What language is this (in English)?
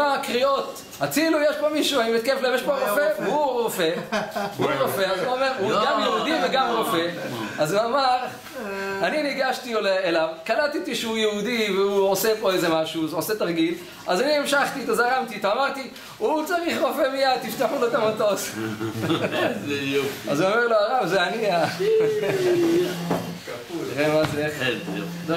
Hebrew